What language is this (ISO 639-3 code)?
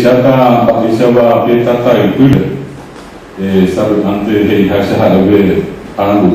grn